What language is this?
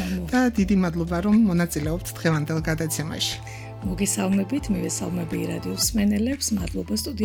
Georgian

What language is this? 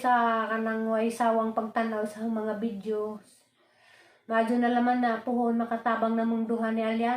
Cebuano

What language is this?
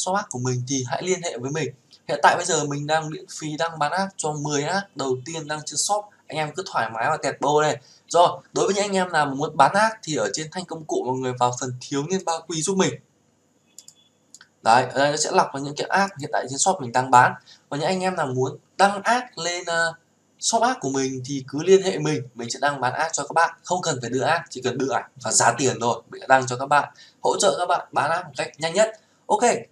Vietnamese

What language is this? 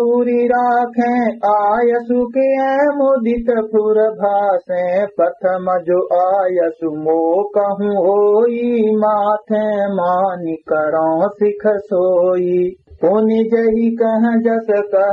Awadhi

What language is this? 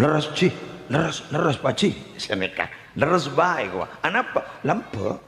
Madurese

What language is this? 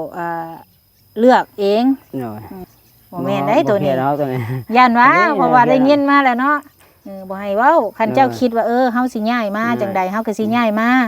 Northeastern Thai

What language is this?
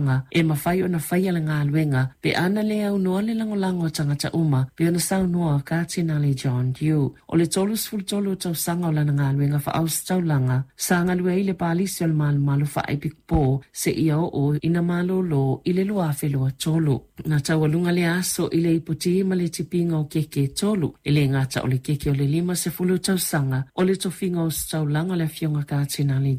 Samoan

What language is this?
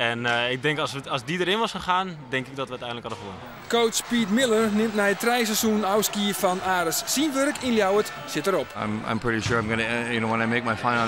Western Frisian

